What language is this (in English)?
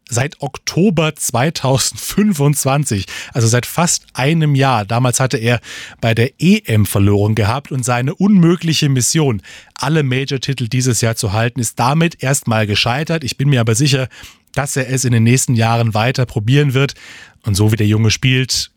German